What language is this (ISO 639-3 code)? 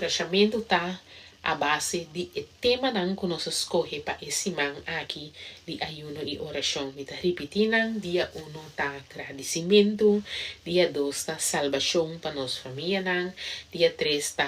pap